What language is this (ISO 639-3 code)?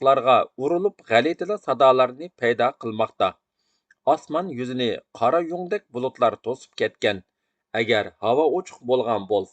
uig